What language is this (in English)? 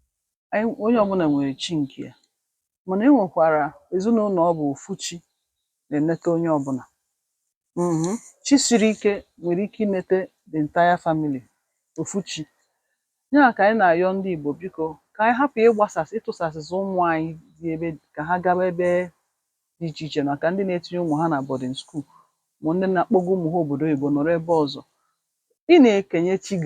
Igbo